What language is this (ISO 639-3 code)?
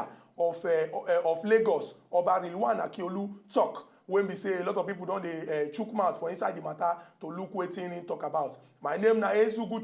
pcm